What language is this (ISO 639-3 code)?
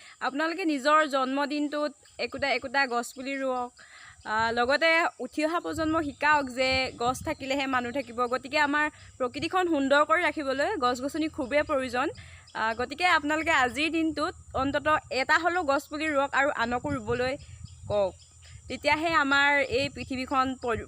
asm